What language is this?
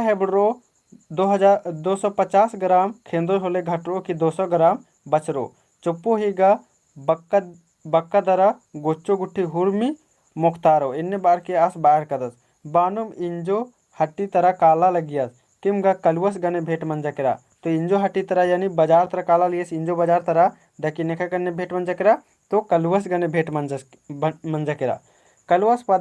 Kurukh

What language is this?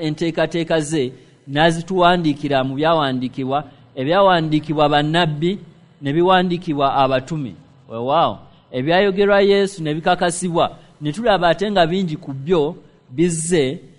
Ganda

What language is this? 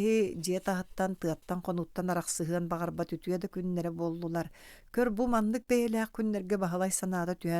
Yakut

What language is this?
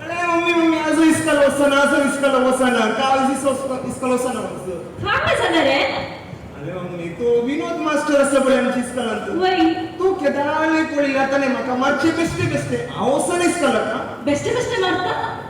Konkani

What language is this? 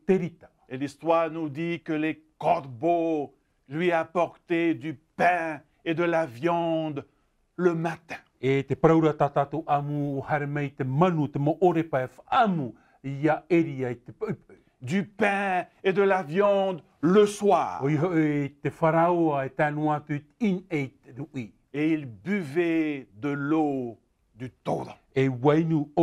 Tahitian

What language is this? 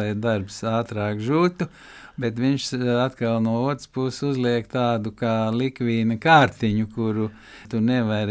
Latvian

